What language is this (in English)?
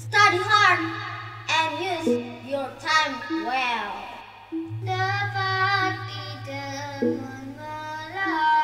Balinese